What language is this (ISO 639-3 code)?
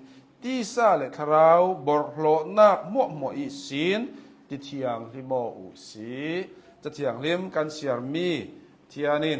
cnh